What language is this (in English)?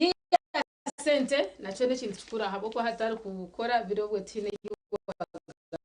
Nyankole